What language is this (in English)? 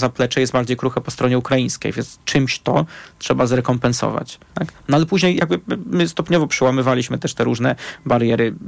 Polish